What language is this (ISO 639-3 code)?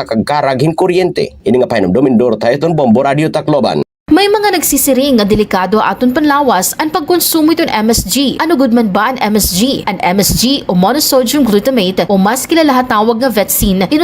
war